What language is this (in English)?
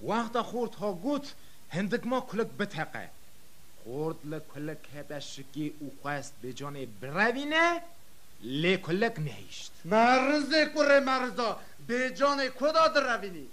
Kurdish